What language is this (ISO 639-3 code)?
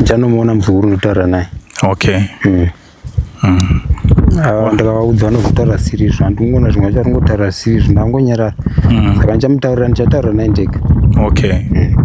sna